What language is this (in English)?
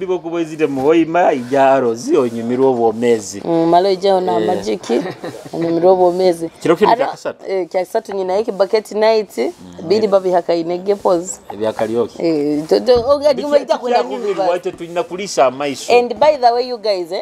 Nyoro